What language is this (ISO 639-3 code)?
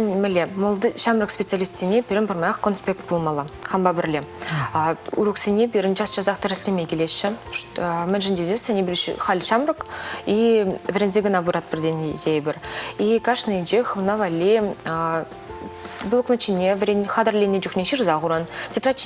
chv